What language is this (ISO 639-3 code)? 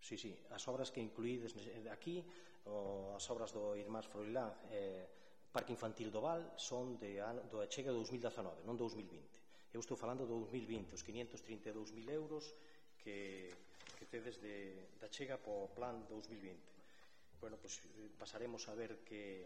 glg